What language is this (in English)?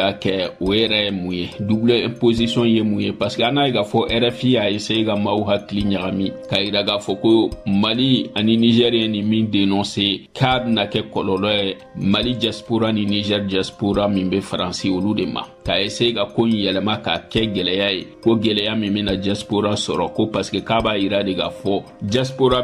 Bambara